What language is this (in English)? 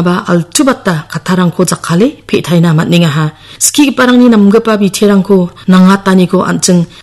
Garo